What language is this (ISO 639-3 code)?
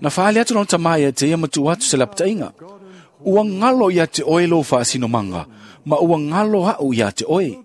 smo